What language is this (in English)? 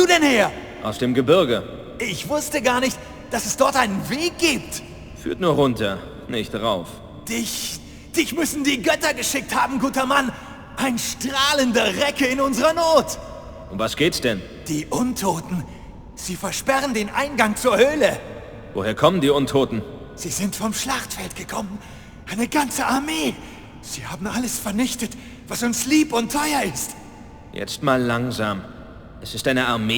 Bavarian